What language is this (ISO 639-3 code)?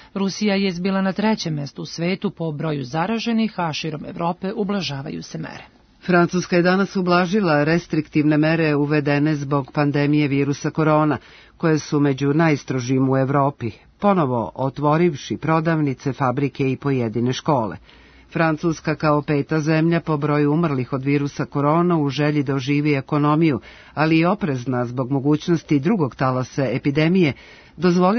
srp